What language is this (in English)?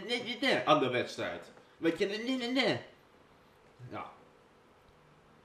Dutch